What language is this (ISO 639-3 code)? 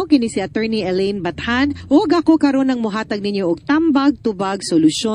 ceb